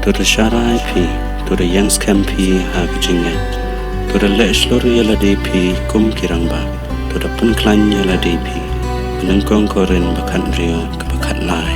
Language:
Khasi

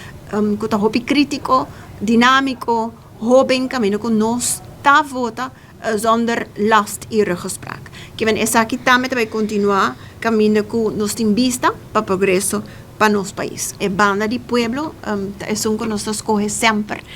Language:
Papiamento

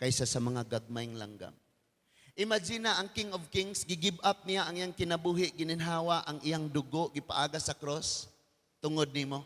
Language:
Cebuano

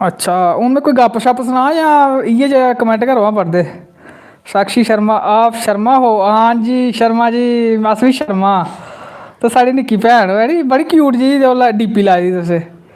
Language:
Dogri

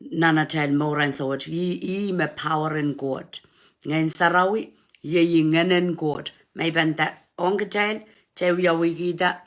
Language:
Pohnpeian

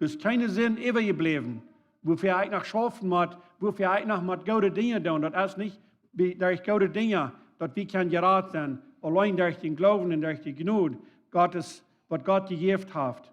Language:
Plautdietsch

